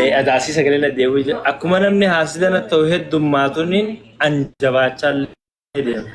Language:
Oromo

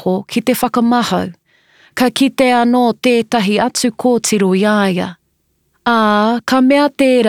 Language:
Māori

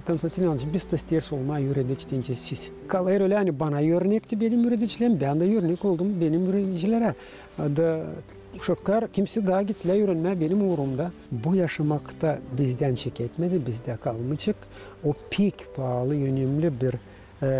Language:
Gagauz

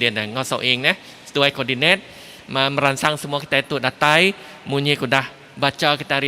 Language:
Iban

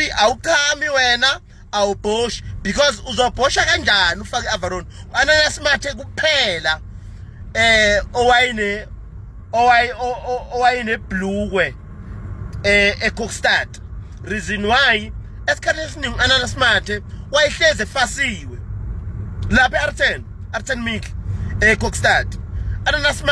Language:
Zulu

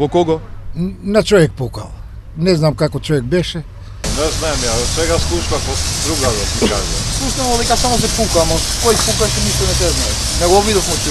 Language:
Macedonian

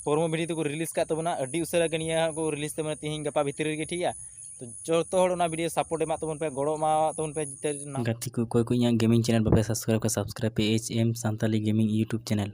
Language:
Santali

